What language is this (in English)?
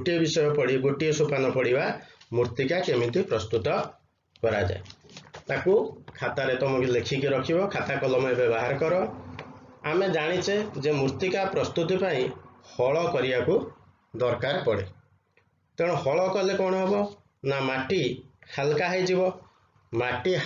Odia